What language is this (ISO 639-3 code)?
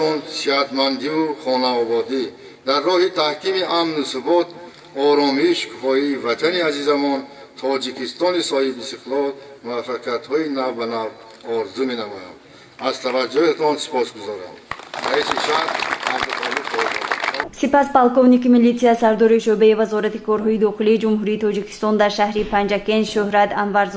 tgk